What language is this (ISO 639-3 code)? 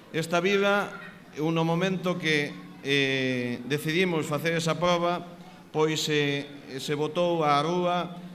glg